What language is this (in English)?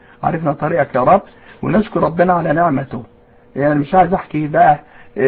Egyptian Arabic